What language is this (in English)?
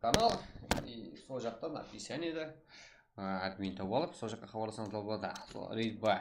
Kara-Kalpak